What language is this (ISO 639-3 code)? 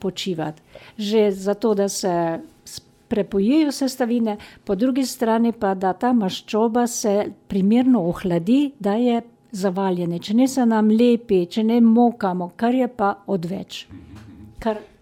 slv